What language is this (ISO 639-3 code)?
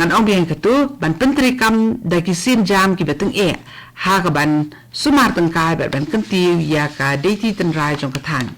kha